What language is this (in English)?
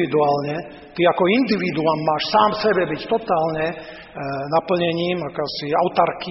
Slovak